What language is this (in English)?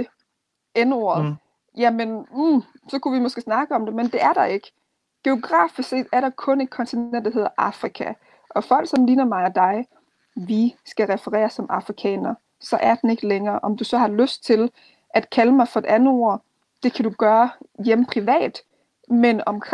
Danish